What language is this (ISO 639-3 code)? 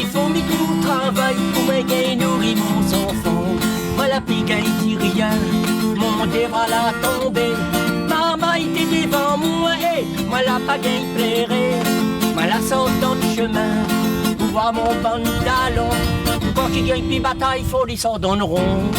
rcf